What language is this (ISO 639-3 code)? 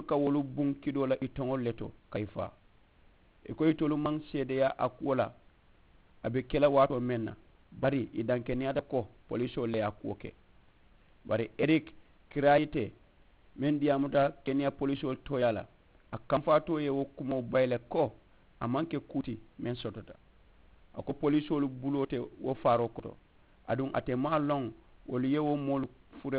man